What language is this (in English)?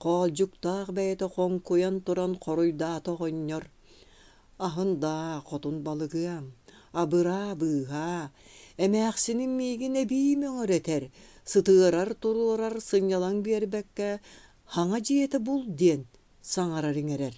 Yakut